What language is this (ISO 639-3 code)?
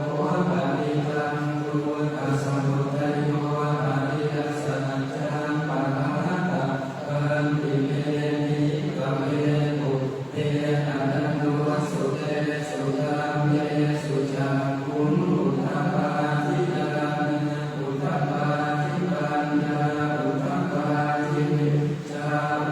pli